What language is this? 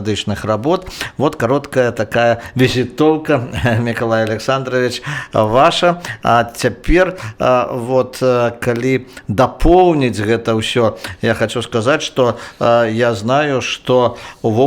Belarusian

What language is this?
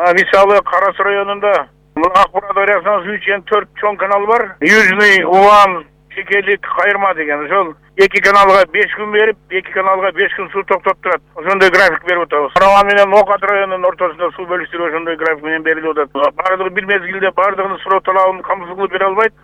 Kyrgyz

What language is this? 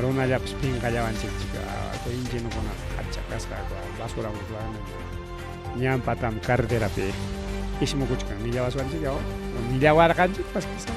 Ayacucho Quechua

